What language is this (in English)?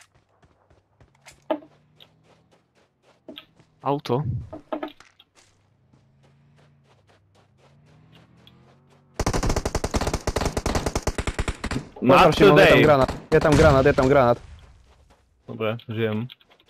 Slovak